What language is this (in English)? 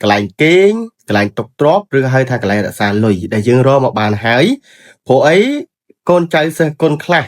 Khmer